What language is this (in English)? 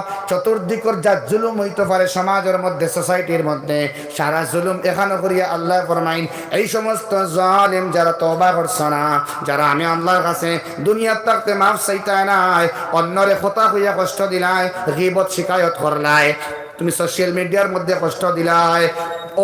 Sylheti